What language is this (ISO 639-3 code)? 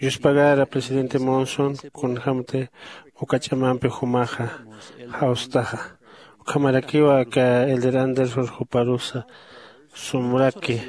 aym